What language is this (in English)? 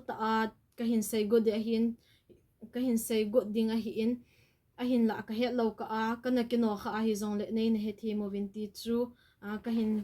Thado Chin